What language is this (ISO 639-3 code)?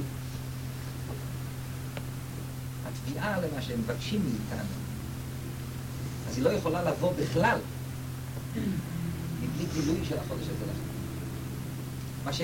heb